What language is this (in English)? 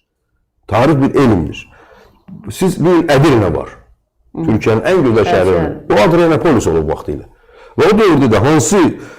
Azerbaijani